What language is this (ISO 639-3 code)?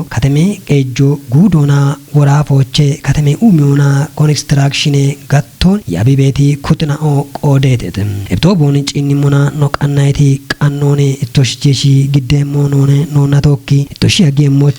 kbr